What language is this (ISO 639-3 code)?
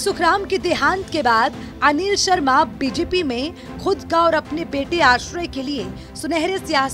hin